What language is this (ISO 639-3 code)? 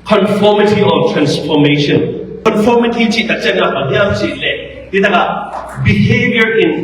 ctd